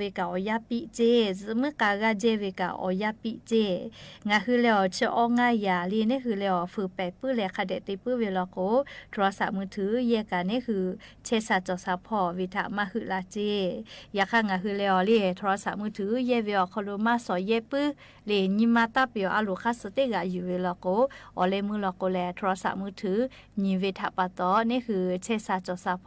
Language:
Lahu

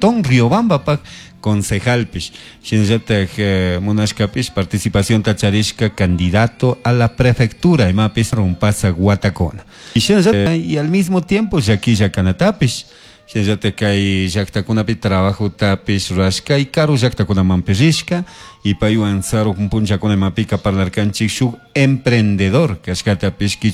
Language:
Chimborazo Highland Quichua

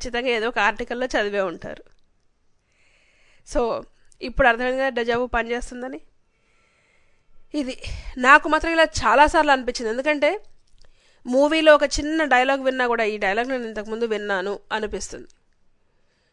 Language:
Telugu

